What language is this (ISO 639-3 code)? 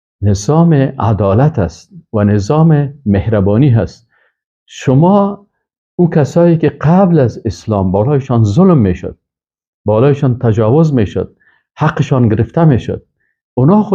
fas